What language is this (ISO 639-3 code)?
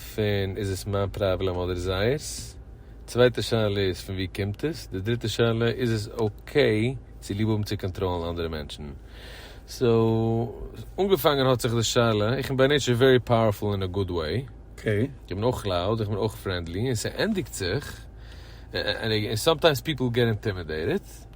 yid